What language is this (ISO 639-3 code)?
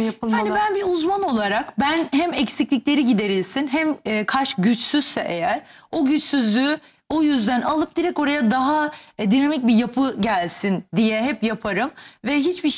tur